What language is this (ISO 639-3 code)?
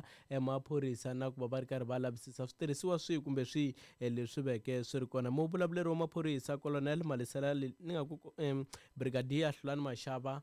tso